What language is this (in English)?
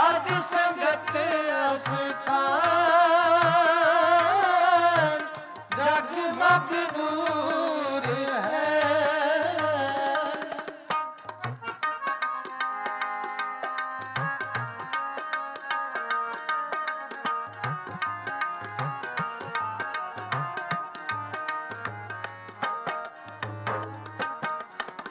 Punjabi